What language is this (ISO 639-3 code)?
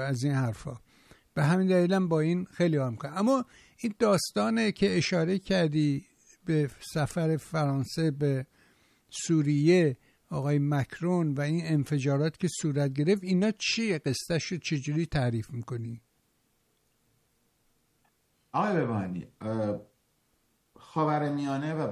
fas